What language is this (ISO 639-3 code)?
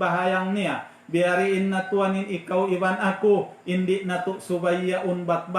tsg